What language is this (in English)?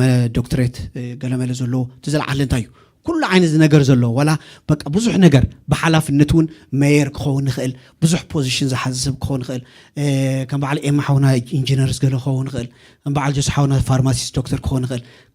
Tigrinya